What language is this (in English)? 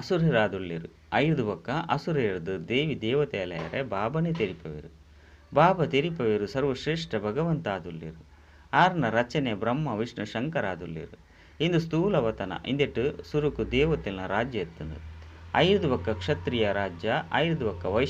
Tulu